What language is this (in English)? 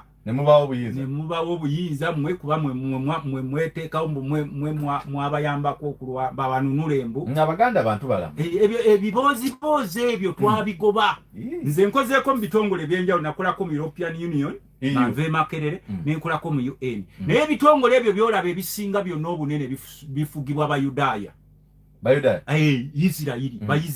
Ganda